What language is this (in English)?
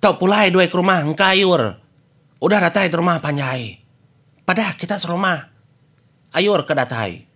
Iban